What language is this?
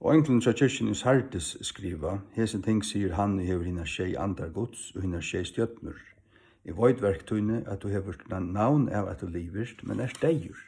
Faroese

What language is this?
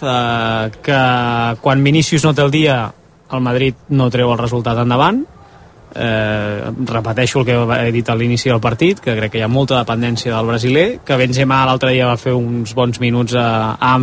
Catalan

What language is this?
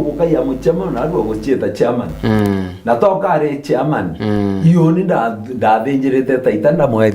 Meru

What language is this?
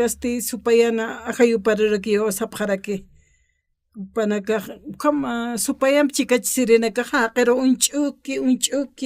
Aymara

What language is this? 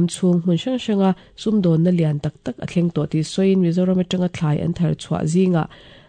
Mizo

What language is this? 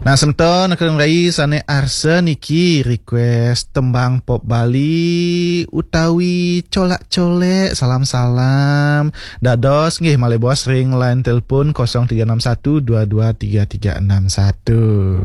Balinese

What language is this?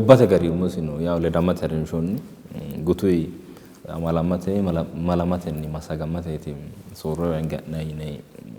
Sidamo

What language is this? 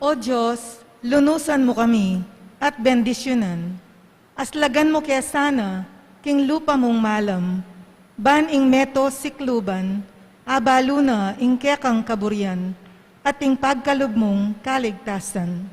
Pampanga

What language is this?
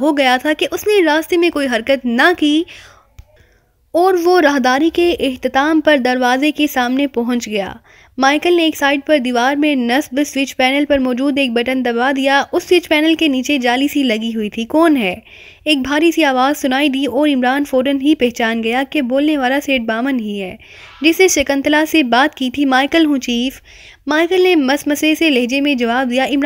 Urdu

